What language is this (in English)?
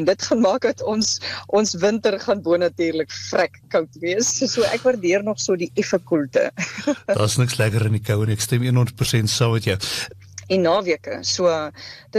Afrikaans